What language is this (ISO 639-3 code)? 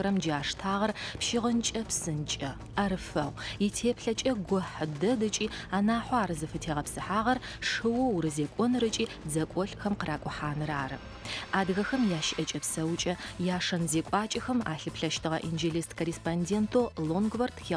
ady